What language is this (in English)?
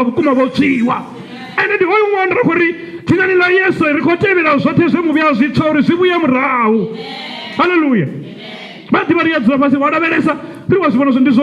Venda